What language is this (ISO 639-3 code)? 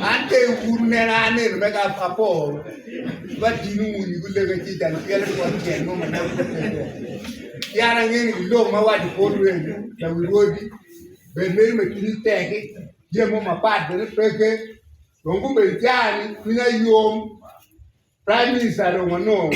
ach